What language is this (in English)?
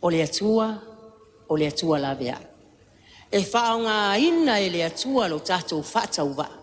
Samoan